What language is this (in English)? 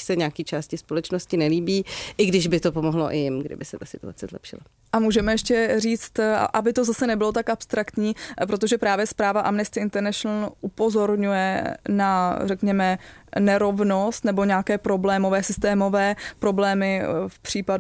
Czech